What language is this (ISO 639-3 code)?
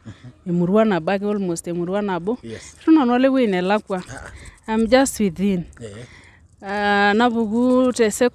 mas